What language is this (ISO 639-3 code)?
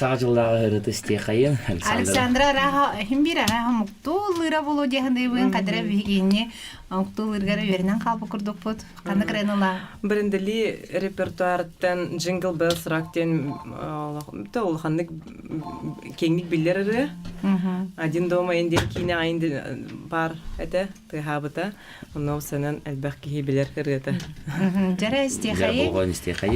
sah